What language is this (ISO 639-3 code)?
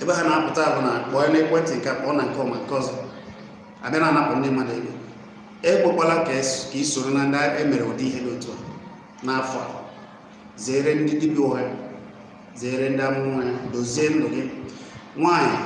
ibo